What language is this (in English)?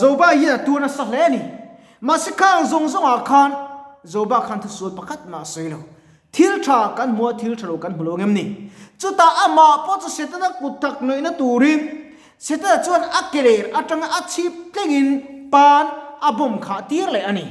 Mizo